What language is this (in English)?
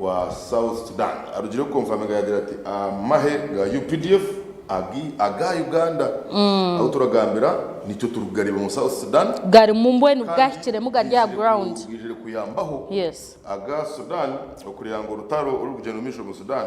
Nyankole